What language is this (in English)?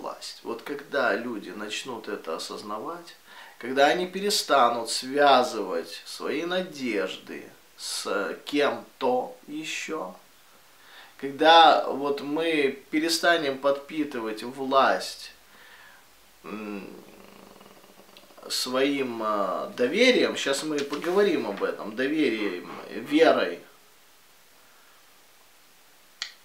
Russian